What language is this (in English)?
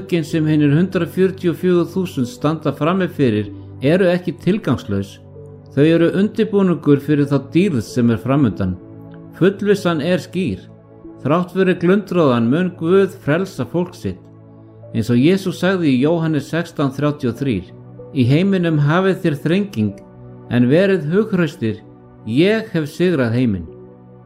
Icelandic